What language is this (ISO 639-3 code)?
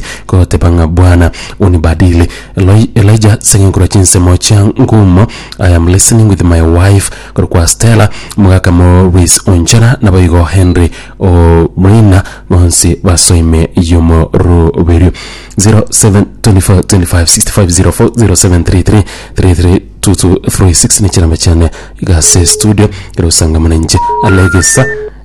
guz